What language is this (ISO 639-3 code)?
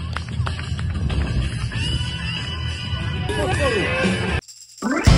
ces